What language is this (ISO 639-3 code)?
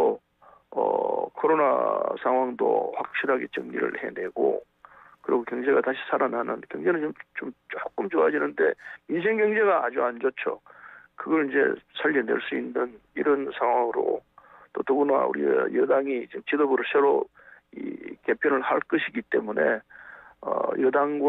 kor